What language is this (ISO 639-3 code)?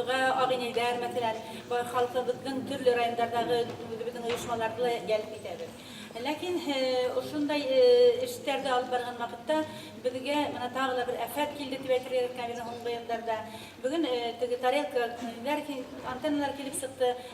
bak